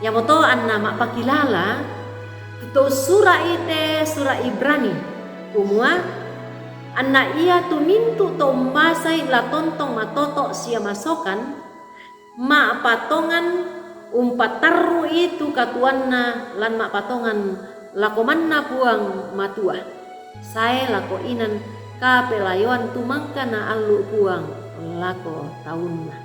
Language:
Toraja-Sa'dan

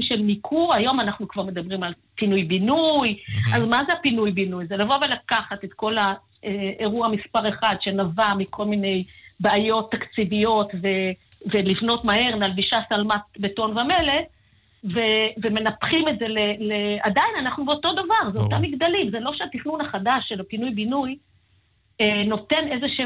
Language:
Hebrew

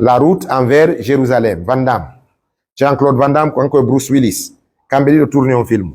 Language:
Fula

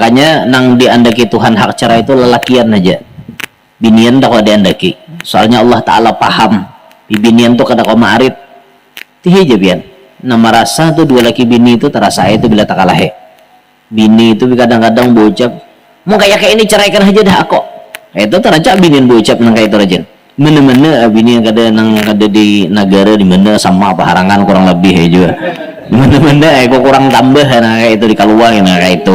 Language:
Banjar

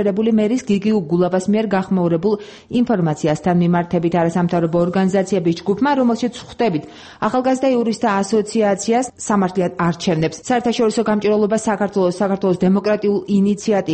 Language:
Georgian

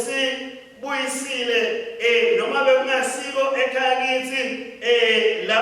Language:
Swati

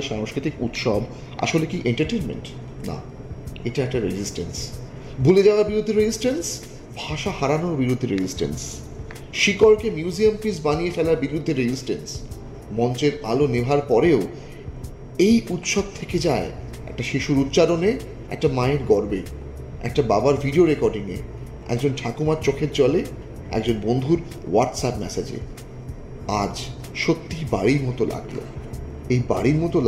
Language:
Bangla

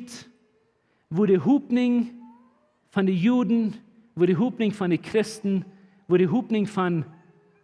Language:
Plautdietsch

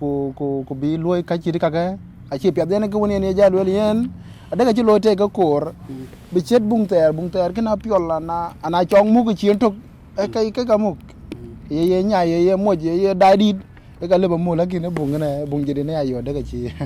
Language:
Dinka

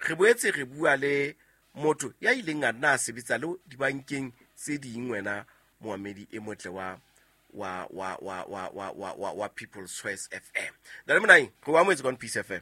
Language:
Southern Sotho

